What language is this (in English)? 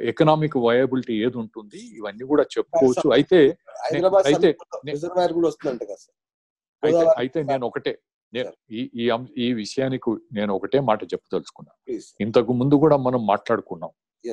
Telugu